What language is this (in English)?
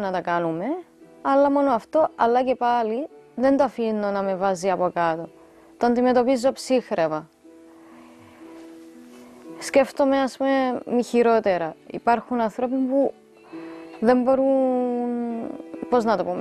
Greek